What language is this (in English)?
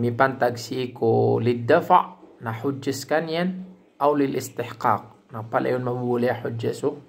Maranao